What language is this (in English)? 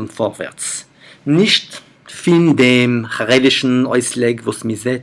Yiddish